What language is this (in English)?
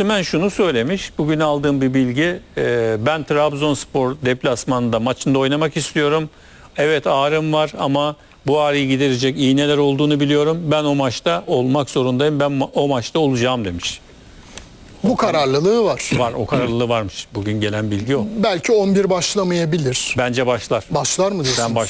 Turkish